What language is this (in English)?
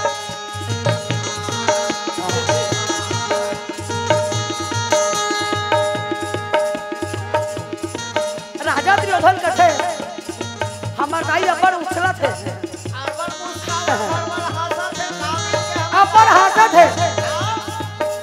Chhattisgarhi